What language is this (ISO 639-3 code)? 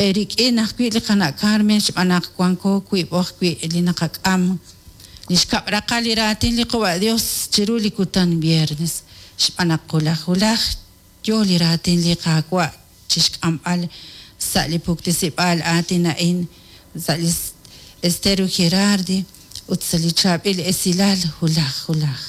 kek